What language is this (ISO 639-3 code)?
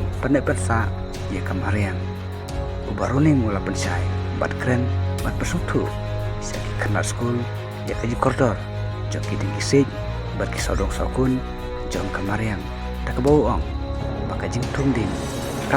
kha